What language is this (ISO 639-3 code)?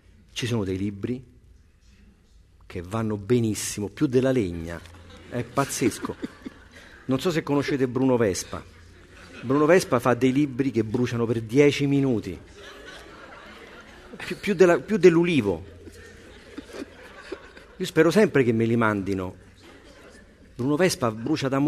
ita